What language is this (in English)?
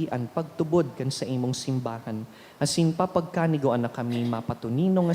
Bikol